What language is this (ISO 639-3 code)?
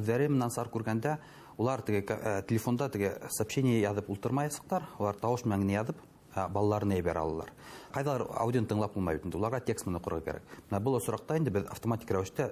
bak